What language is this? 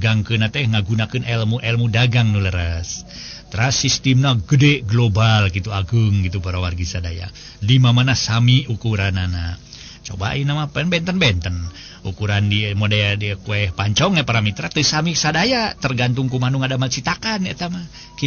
Sundanese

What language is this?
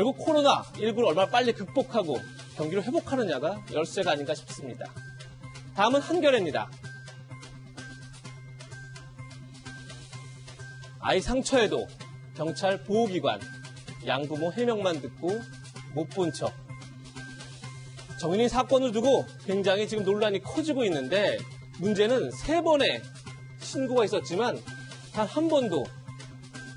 Korean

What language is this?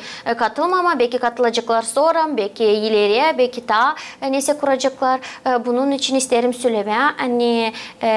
Gagauz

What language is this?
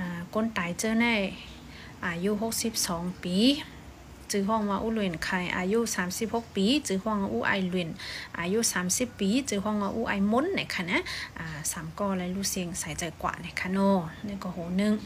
Shan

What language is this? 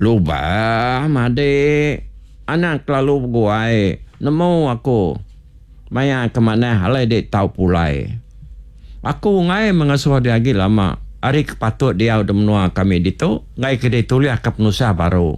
Iban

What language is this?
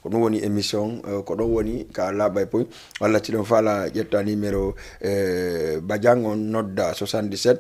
Fula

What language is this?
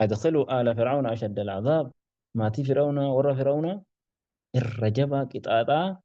Oromo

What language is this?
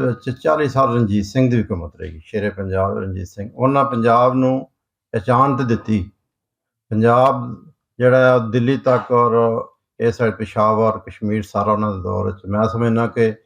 Western Panjabi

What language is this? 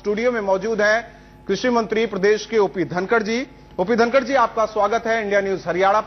Hindi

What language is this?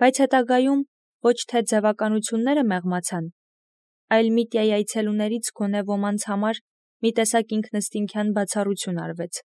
Armenian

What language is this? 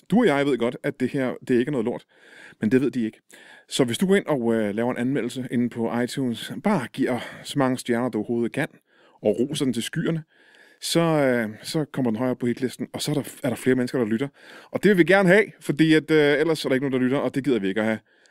Danish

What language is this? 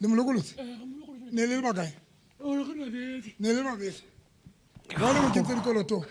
Southern Sotho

